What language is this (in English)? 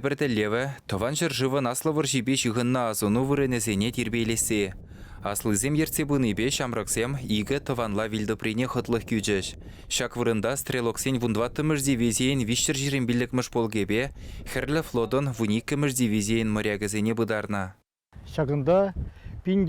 Chuvash